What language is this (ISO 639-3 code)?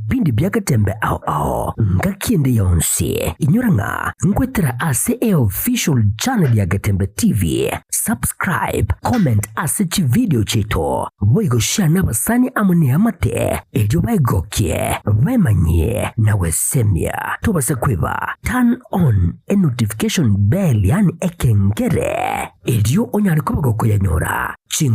guz